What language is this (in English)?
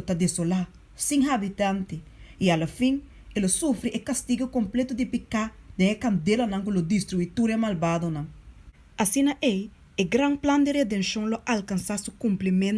Papiamento